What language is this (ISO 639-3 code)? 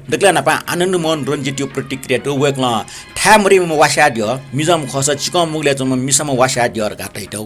new